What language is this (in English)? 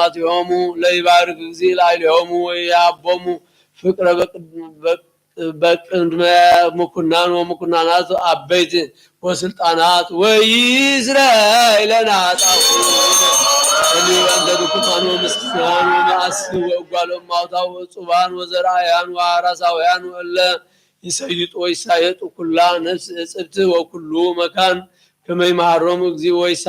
Geez